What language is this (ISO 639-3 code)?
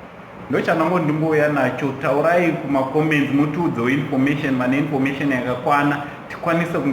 sna